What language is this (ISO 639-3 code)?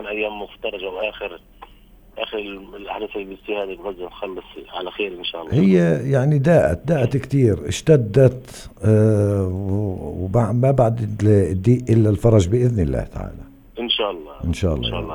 apc